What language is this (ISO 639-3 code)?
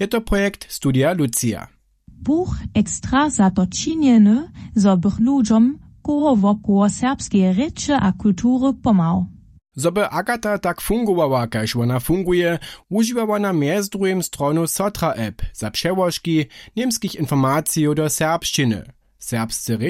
hsb